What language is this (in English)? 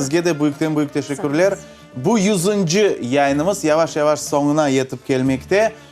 Crimean Tatar